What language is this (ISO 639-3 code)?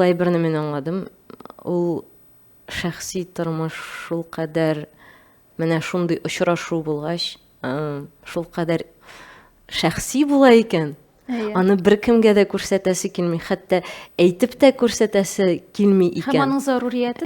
tat